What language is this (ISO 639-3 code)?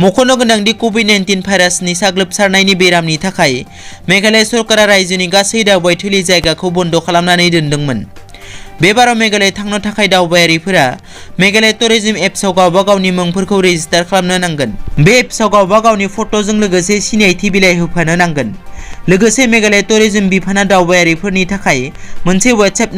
brx